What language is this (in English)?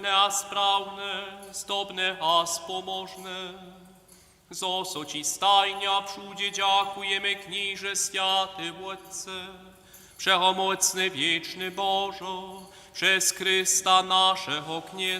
Upper Sorbian